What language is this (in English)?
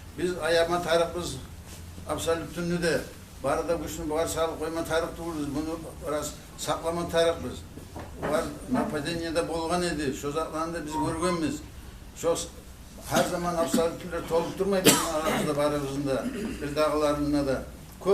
Kumyk